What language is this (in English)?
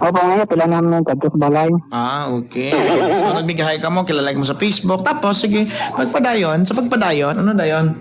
Hiligaynon